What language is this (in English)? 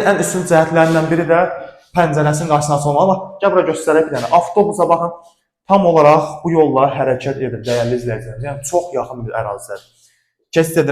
Azerbaijani